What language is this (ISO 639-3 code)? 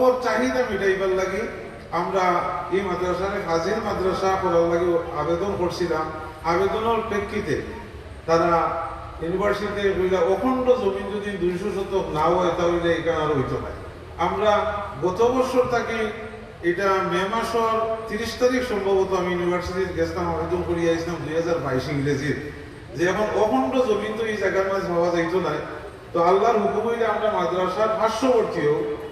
syl